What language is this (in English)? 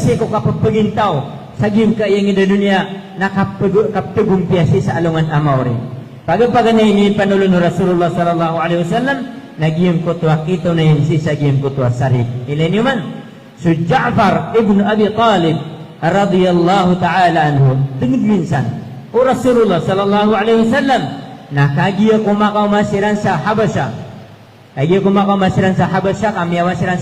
Maranao